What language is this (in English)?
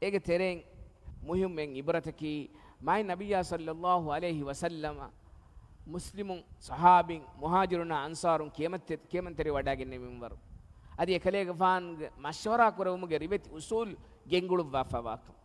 Divehi